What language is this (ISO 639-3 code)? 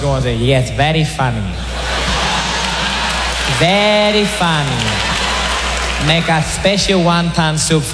eng